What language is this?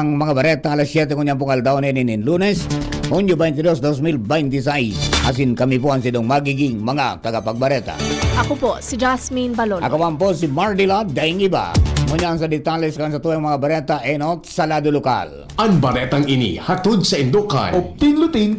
Bikol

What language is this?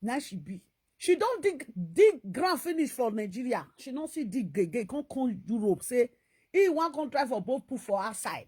Nigerian Pidgin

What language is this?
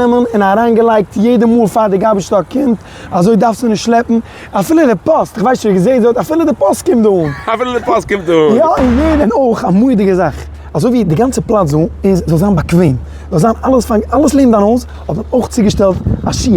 Yiddish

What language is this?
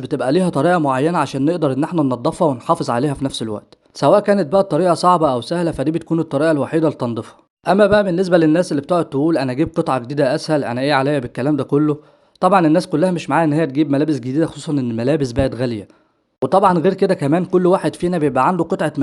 Egyptian Arabic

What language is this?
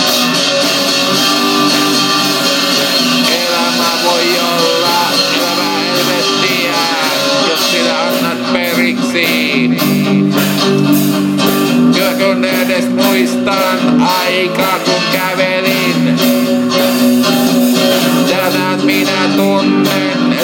Finnish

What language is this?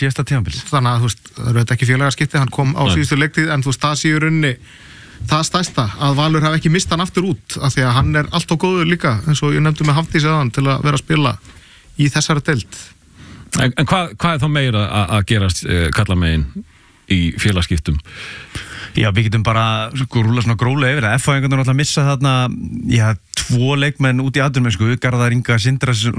Icelandic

